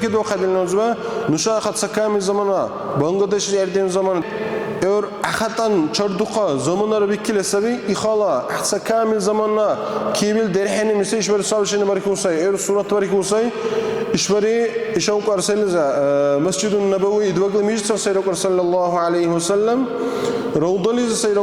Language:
Dargwa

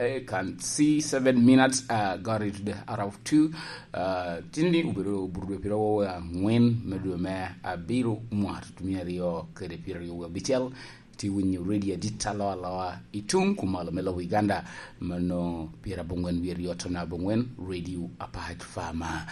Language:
Lango (Uganda)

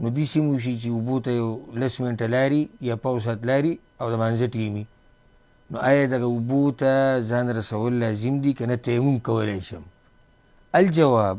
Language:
Pashto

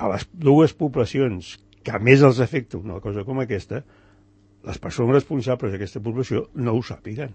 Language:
Catalan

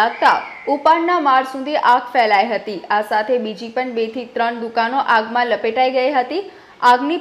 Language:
Gujarati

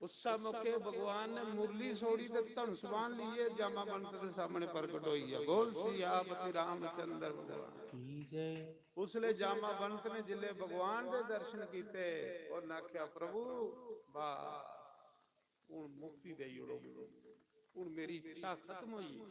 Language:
Dogri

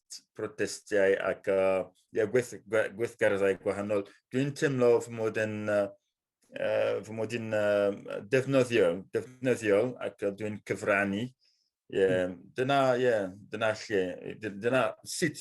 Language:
Welsh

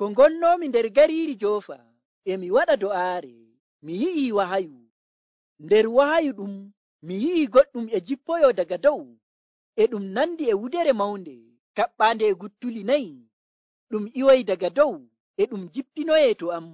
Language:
Nigerian Fulfulde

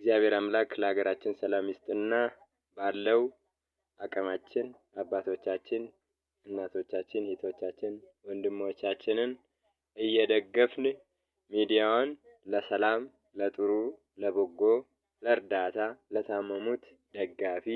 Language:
Amharic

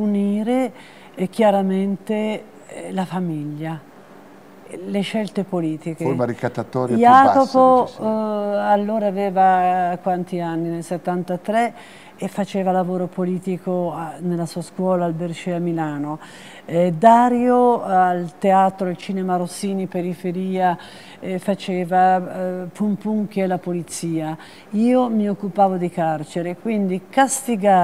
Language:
Italian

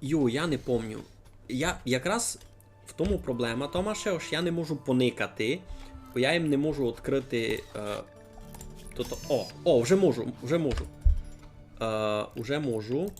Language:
Rusyn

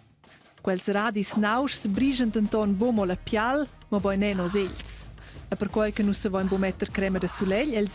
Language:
Romansh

